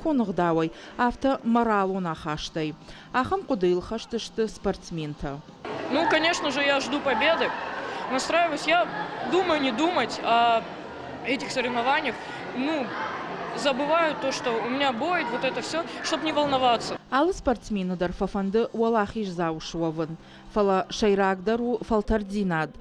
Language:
Ossetic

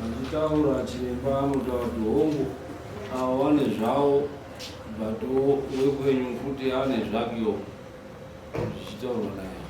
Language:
Shona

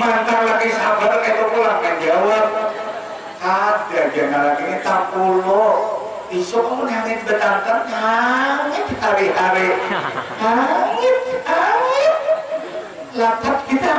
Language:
Banjar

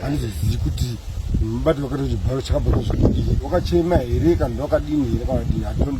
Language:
Shona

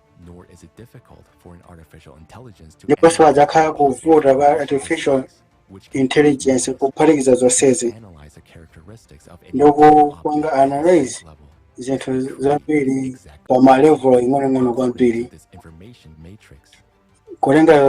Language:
Nyanja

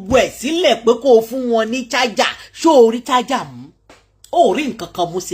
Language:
Yoruba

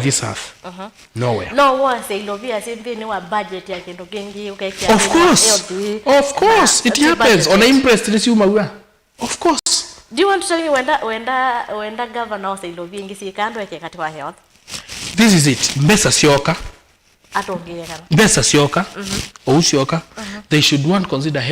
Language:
Kamba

